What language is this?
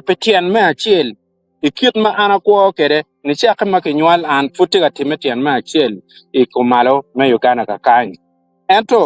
Acoli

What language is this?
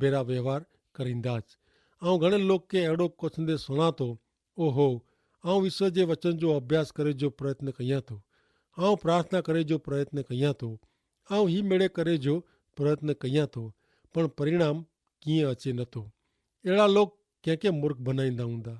Kachhi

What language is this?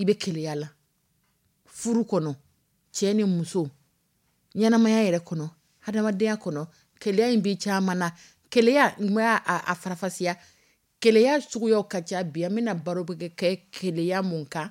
Dyula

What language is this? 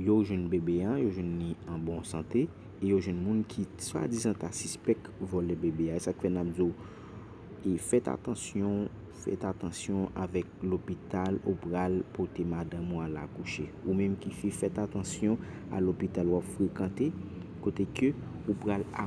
Haitian Creole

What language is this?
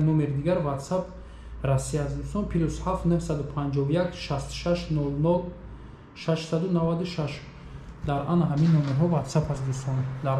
Tajik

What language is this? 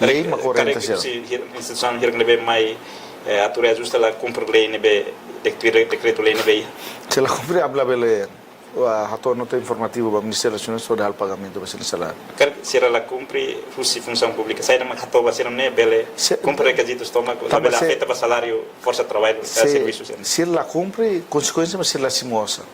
Tetum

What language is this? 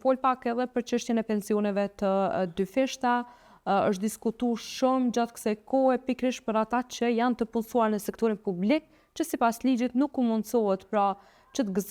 Albanian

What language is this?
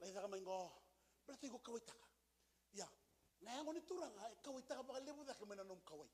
Fijian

